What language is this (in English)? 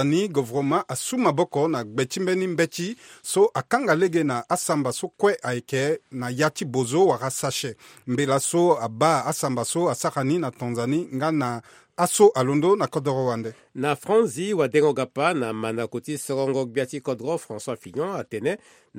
Sango